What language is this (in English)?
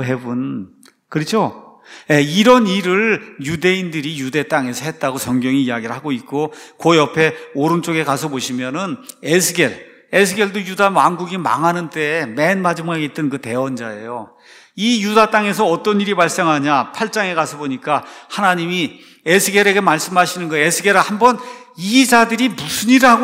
Korean